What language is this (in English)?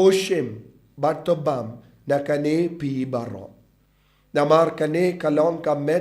Khasi